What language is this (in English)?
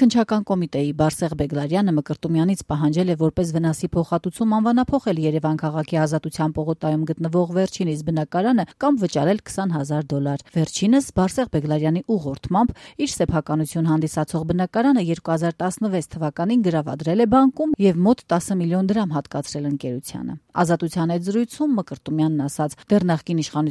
Armenian